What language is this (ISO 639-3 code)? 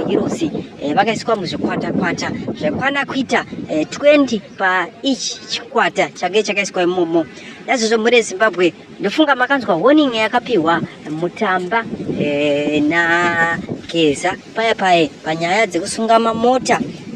sna